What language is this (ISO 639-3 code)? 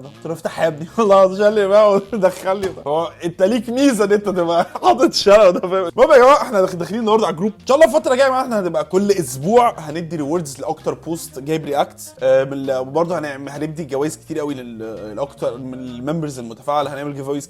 arz